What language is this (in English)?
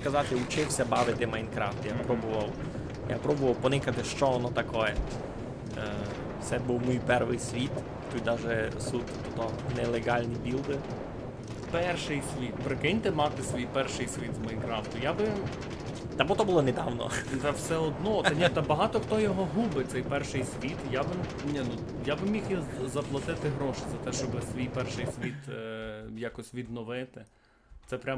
Rusyn